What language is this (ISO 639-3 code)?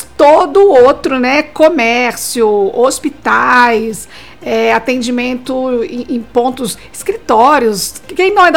por